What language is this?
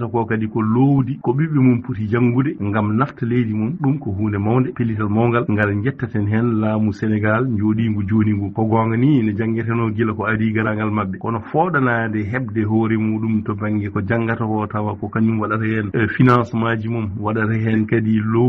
Fula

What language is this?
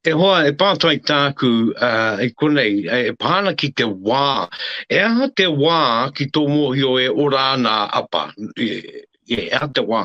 Māori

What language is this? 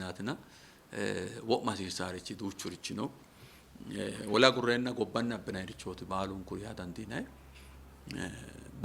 Sidamo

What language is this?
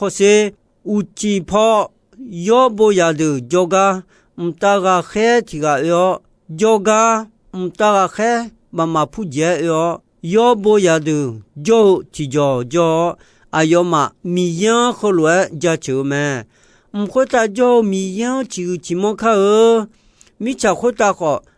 Akha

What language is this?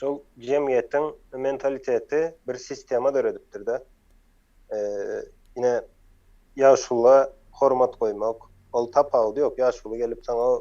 Turkmen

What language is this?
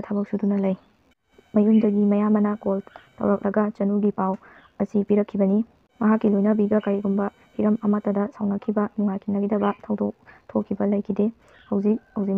Manipuri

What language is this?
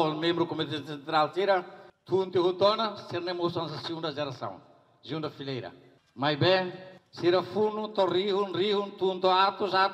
Tetum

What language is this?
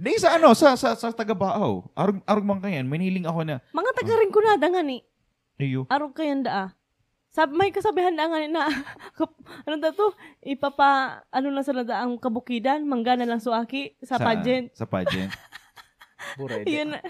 Bikol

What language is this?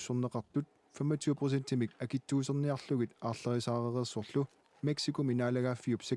Kalaallisut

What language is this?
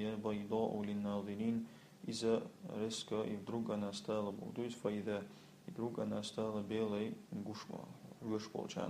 Chechen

